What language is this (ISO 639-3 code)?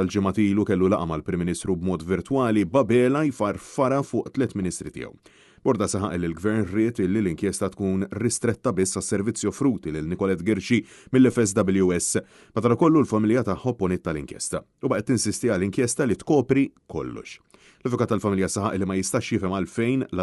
mlt